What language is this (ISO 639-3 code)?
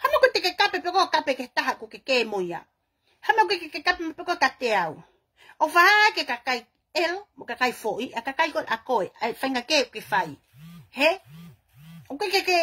ton